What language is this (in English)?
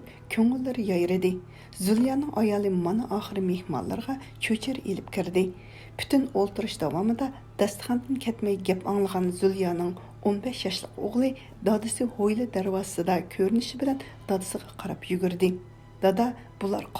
Uyghur